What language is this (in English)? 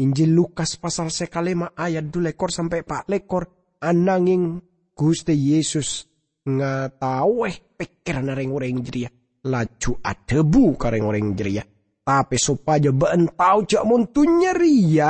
Madurese